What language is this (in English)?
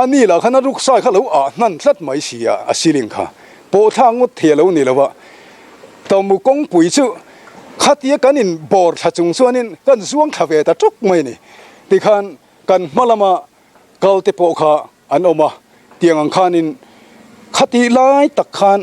Mizo